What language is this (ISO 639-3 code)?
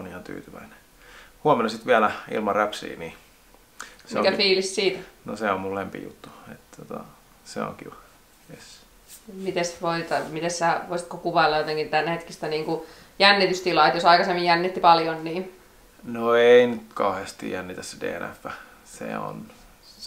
fin